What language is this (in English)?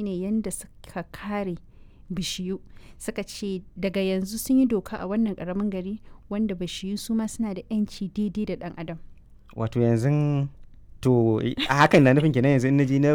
Hausa